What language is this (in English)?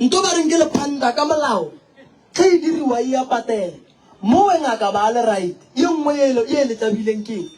Northern Sotho